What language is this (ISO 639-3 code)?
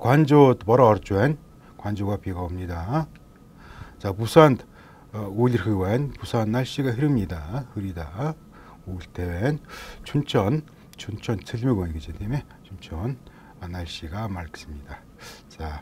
mon